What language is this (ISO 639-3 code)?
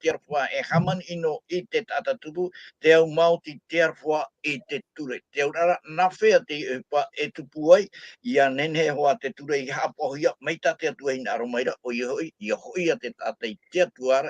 tah